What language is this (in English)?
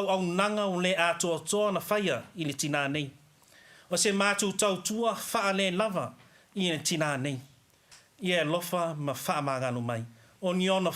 Samoan